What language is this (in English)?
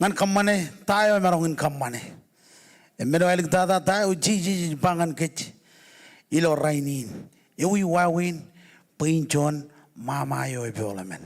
Marshallese